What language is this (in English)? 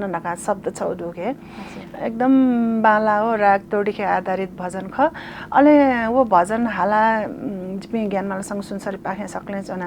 Newari